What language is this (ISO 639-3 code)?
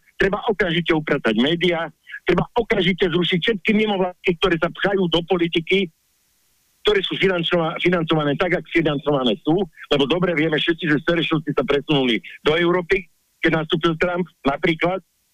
slk